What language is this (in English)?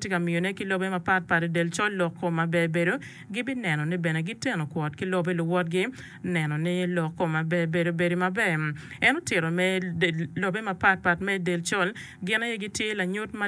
Acoli